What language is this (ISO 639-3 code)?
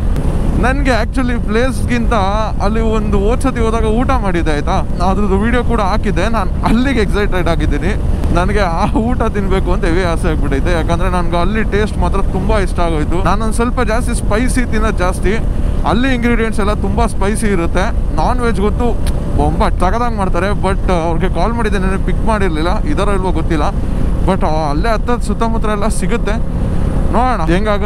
kan